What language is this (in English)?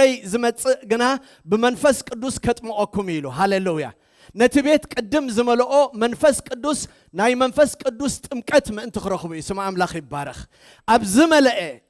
Tigrinya